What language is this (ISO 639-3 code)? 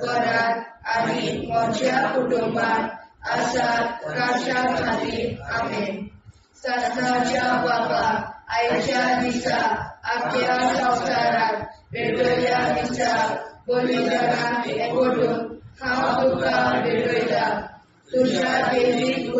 kok